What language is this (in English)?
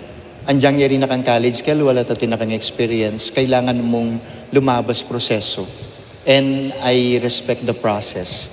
Pampanga